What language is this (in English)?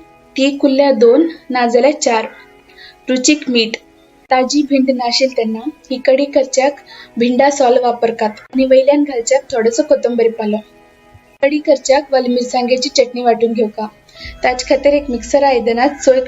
Konkani